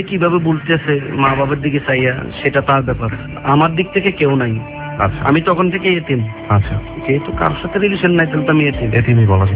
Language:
Bangla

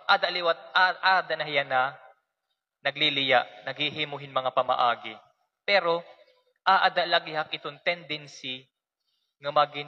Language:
Waray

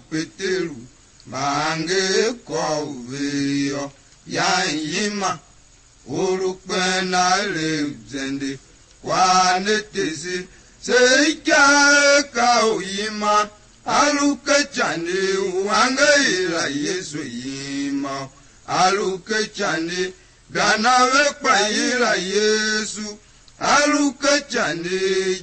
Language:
Tiv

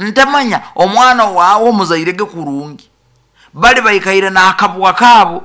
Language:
Nyoro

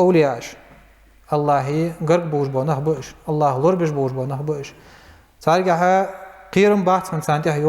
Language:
Ingush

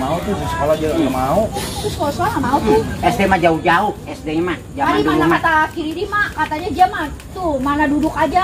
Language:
Betawi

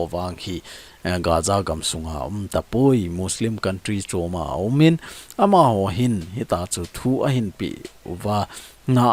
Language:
Thado Chin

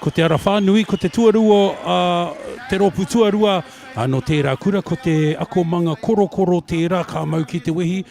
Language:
Māori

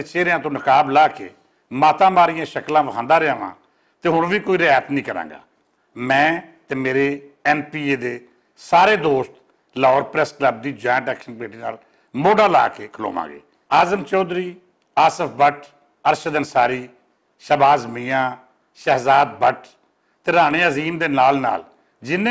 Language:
Western Panjabi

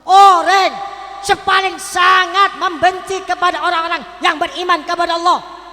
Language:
Madurese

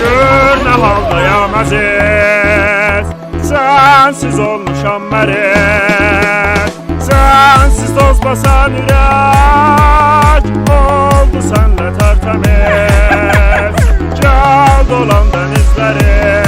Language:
South Azerbaijani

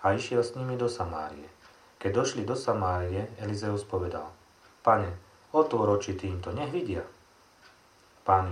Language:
Slovak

